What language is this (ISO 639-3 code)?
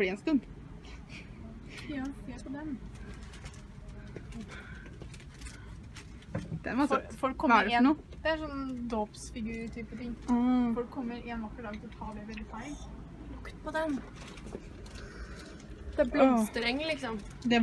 nor